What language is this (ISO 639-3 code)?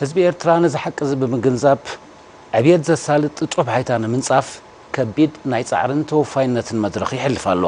tir